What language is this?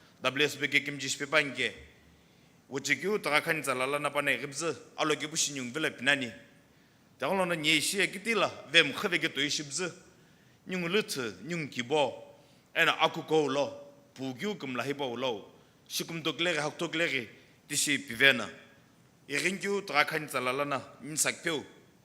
Sumi Naga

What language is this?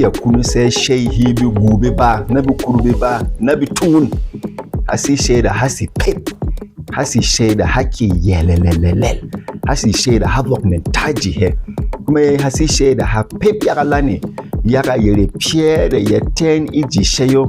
Berom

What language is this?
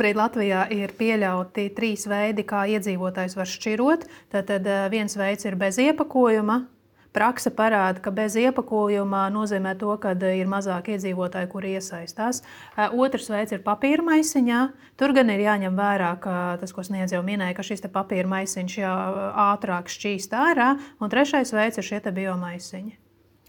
Latvian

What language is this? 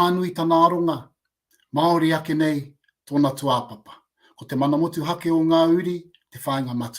Māori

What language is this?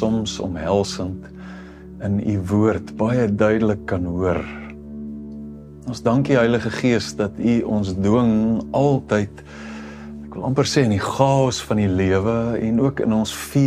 Afrikaans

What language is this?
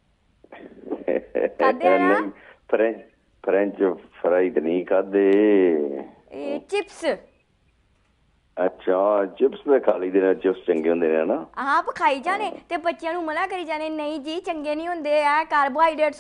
Punjabi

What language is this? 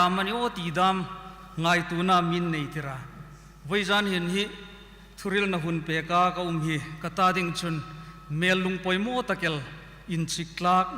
Hmar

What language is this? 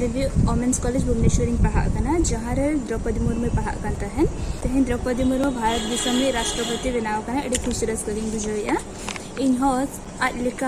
Santali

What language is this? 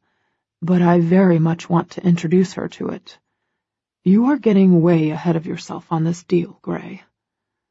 English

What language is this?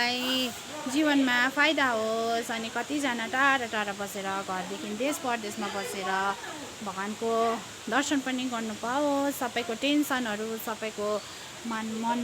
Nepali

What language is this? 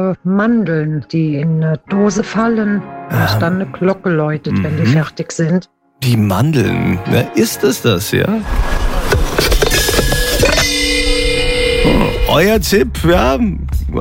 German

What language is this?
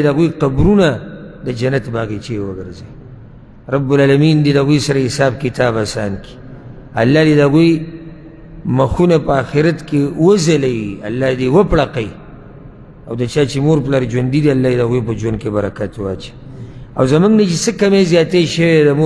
Pashto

